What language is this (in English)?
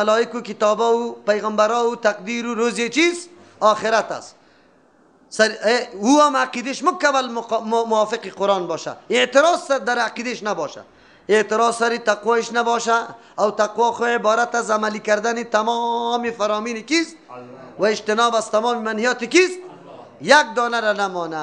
Persian